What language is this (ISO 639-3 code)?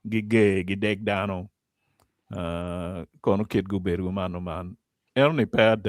ach